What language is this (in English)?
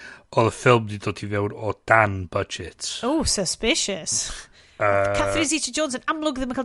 Welsh